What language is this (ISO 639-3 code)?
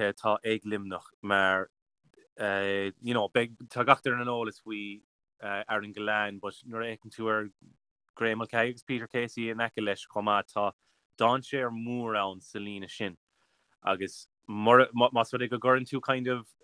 gle